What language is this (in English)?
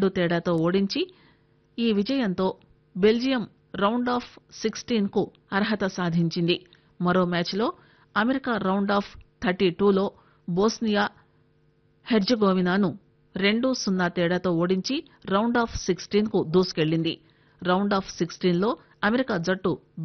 Telugu